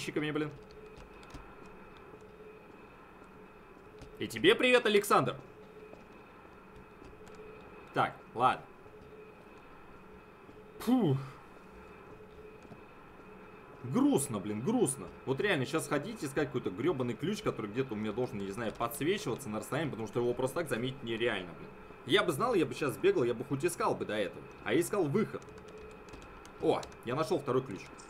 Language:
Russian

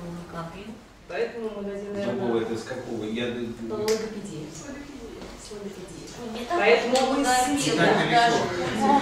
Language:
Russian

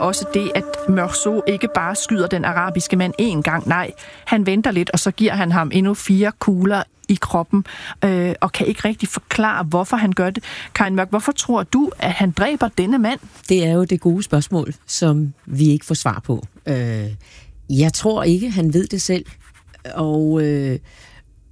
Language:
Danish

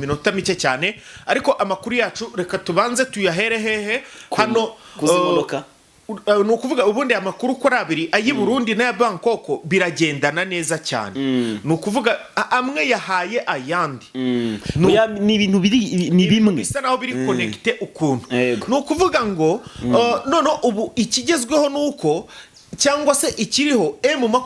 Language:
Kinyarwanda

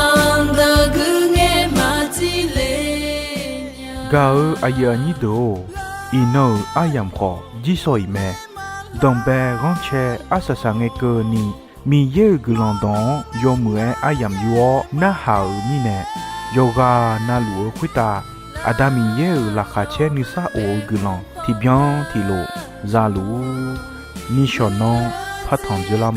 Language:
Akha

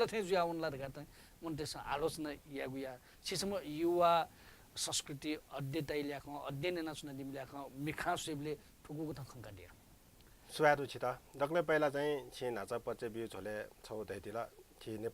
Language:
Newari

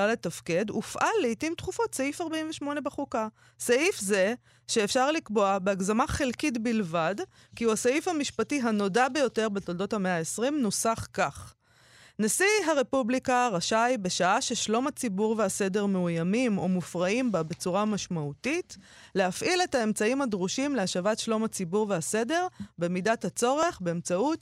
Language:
Hebrew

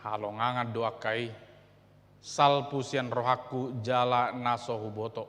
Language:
Batak Toba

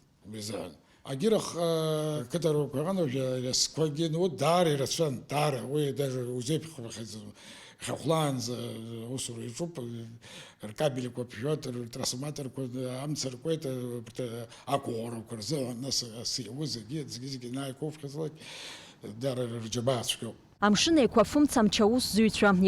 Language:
Abkhazian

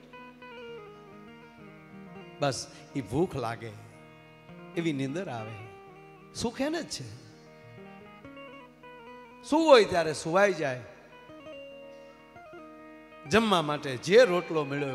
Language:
Gujarati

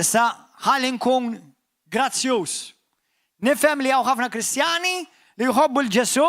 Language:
Maltese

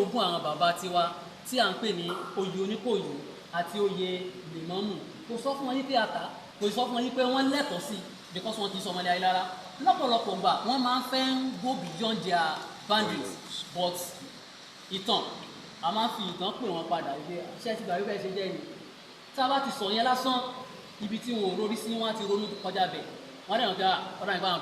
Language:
Yoruba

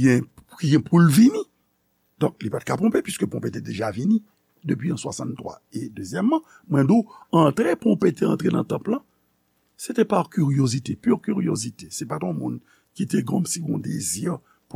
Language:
Haitian Creole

